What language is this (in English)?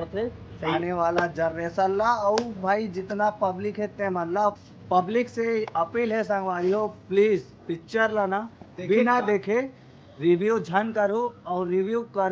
Chhattisgarhi